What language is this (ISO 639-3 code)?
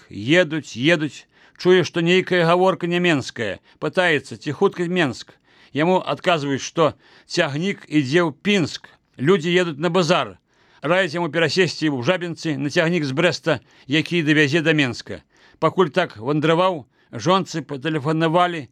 bel